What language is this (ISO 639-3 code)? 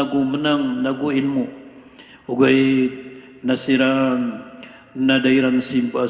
mrw